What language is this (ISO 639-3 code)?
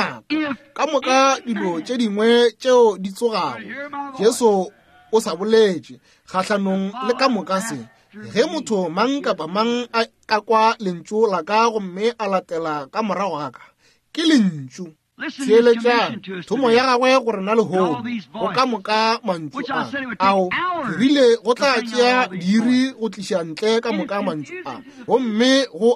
nso